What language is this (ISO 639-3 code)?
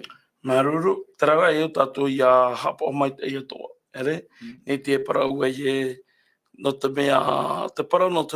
tah